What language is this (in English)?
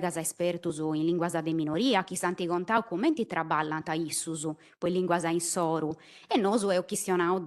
Sardinian